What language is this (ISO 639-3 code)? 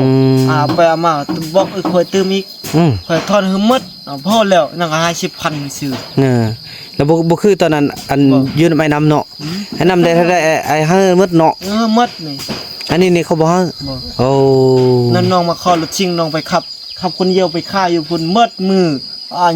tts